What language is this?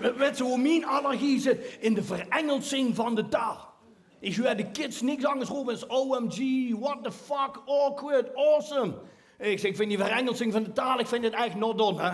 Limburgish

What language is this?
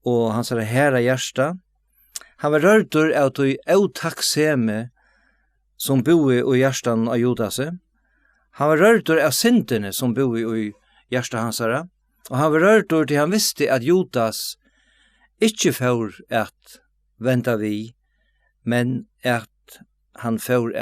Faroese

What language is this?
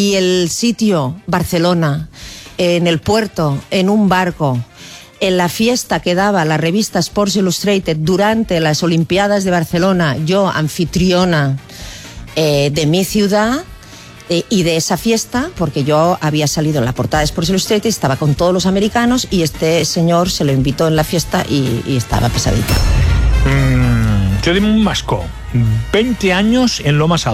Spanish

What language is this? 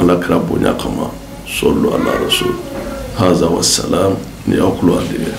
Bambara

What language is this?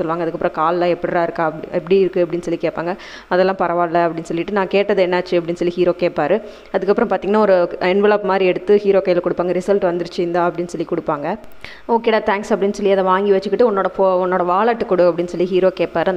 Tamil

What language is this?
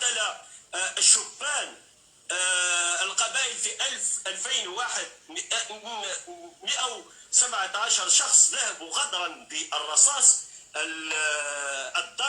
Algerian Arabic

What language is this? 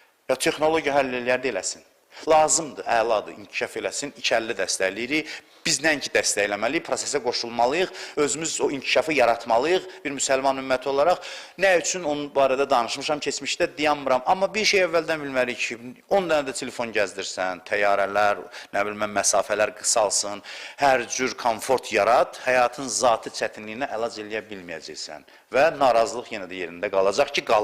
Azerbaijani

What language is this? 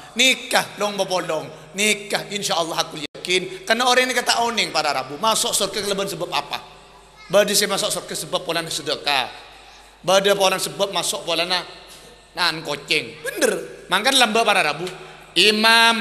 Madurese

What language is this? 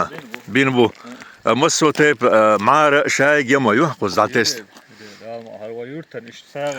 Chechen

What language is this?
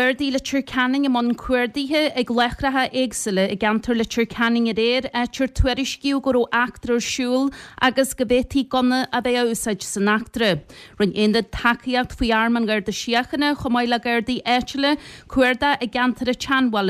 Irish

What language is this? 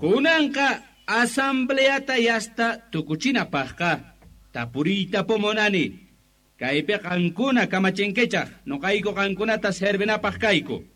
Quechua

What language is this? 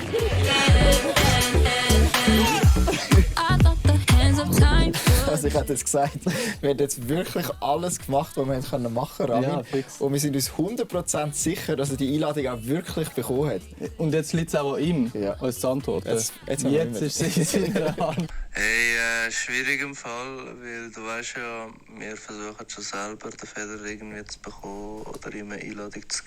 Swiss German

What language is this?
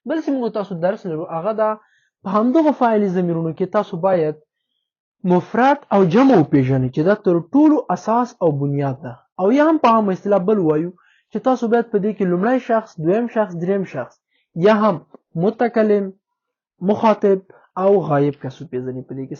Pashto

